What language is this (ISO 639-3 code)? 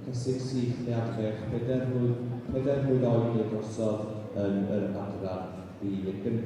cym